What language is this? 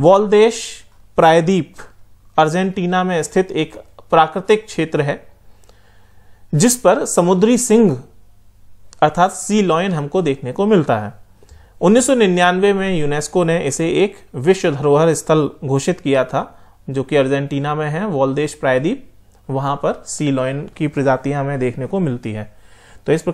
Hindi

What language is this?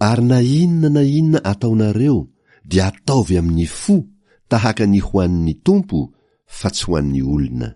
Malagasy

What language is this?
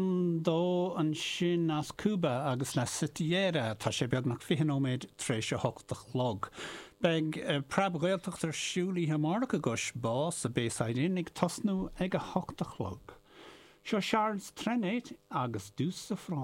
Irish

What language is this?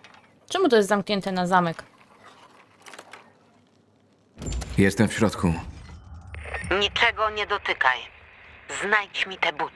Polish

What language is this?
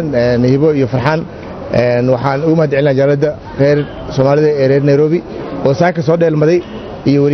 Somali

